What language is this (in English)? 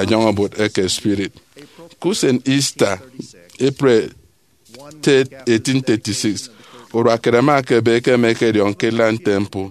Efik